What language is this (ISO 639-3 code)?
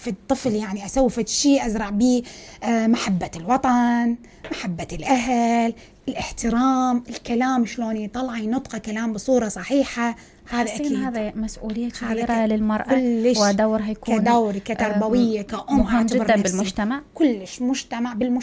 acm